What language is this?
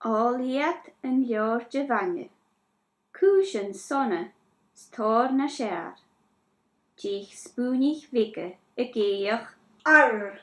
Scottish Gaelic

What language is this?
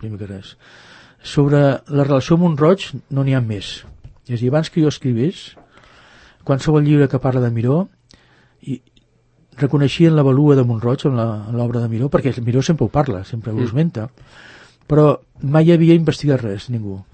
Catalan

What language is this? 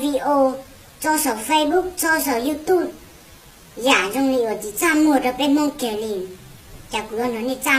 Hmong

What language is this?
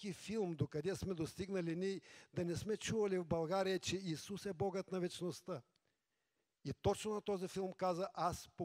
Bulgarian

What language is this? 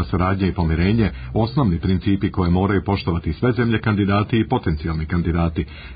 Serbian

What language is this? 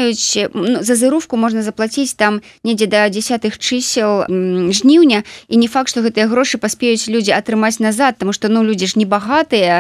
Belarusian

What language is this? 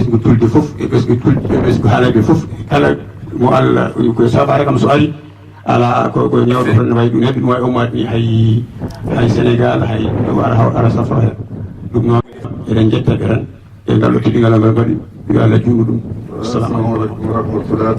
Fula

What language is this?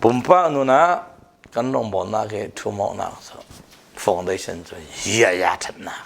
Falam Chin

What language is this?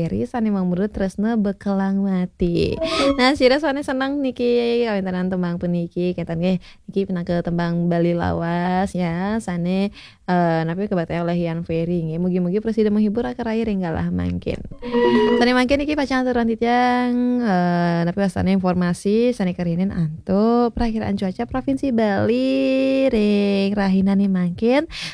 Balinese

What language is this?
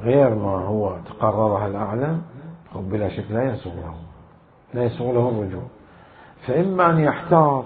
Mesopotamian Arabic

